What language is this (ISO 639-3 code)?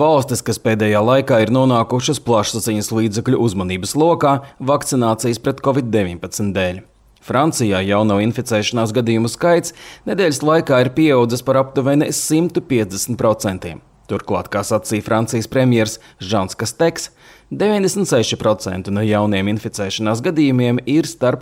lav